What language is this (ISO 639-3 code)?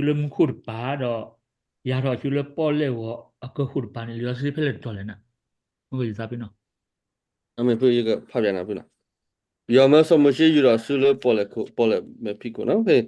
ksw